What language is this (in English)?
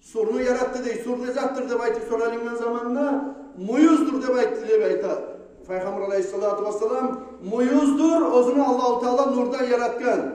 Kumyk